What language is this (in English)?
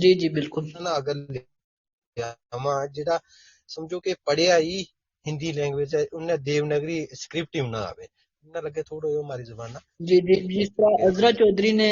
Gujari